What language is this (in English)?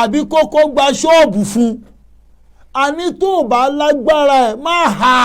Yoruba